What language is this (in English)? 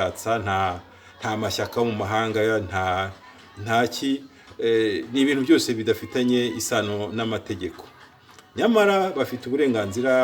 Kinyarwanda